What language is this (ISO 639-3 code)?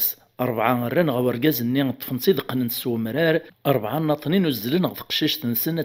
kab